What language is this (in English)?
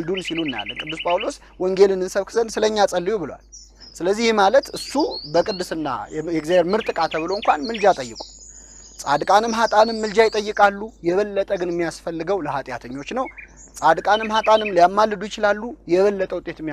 Amharic